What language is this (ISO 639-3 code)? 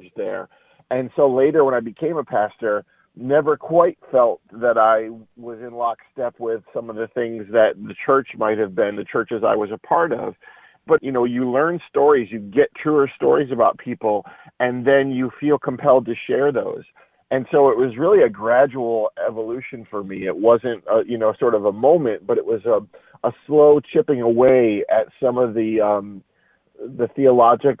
eng